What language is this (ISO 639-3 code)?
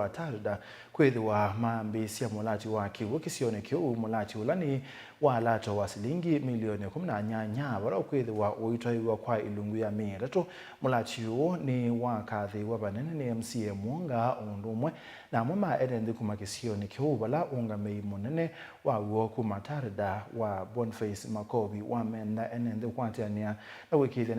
kam